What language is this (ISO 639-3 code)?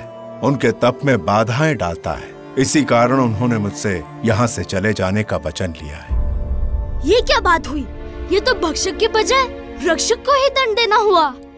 hin